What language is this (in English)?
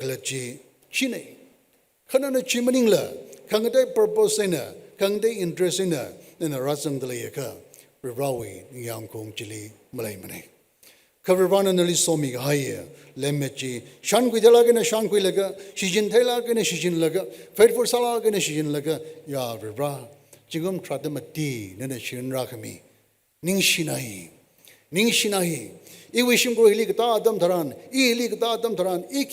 Tangkhul Naga (India)